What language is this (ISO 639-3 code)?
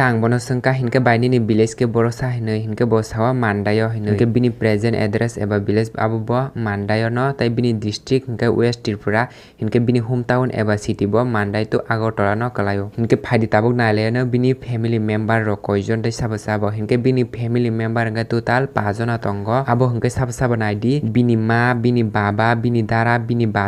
trp